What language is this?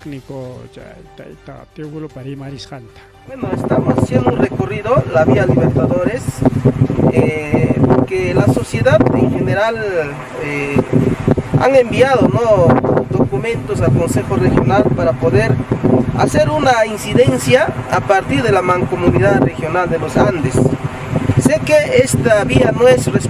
Ayacucho Quechua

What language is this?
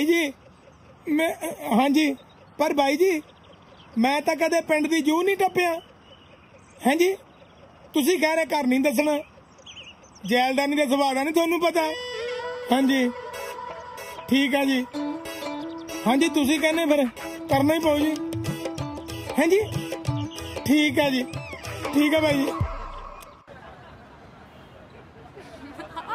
Punjabi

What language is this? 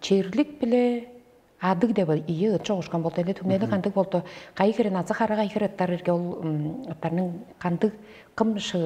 Tuvinian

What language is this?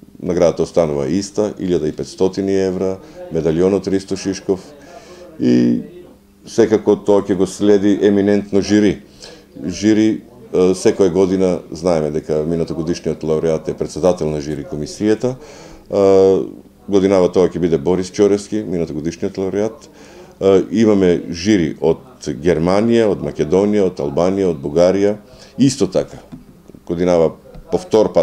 Macedonian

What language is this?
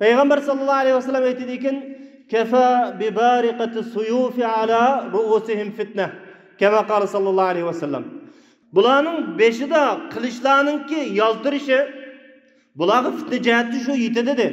Uyghur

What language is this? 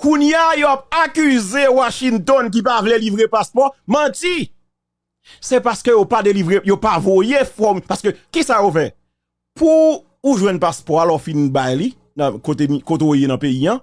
Haitian Creole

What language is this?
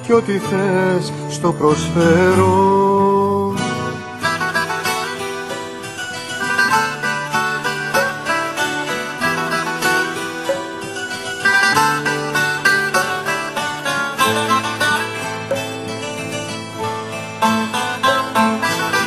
Greek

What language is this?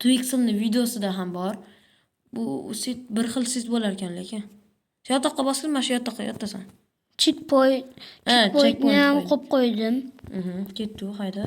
Uzbek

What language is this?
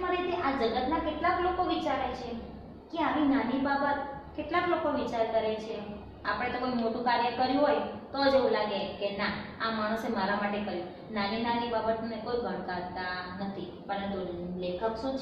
Gujarati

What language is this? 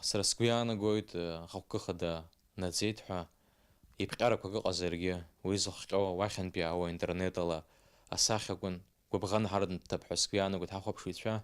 Abkhazian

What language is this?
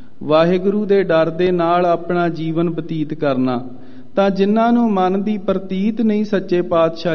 Punjabi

